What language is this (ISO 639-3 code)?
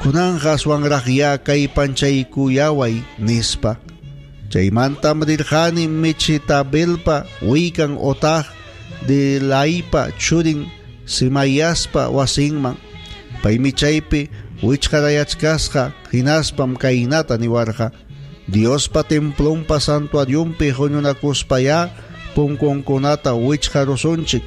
quy